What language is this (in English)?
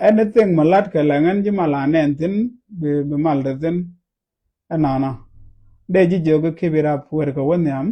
Nuer